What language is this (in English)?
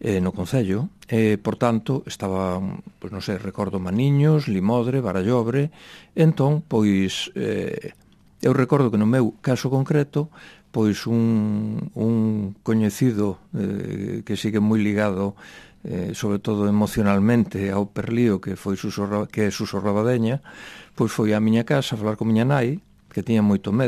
Galician